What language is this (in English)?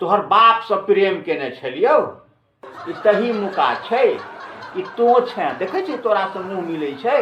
Maithili